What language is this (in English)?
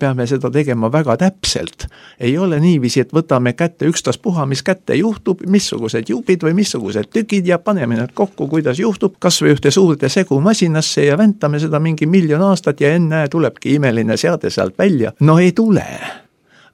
Estonian